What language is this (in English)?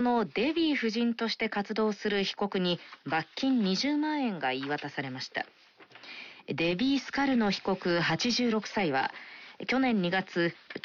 Japanese